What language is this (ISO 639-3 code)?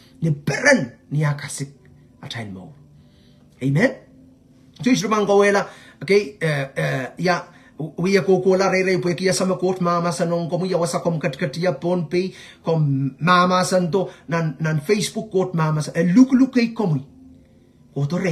pon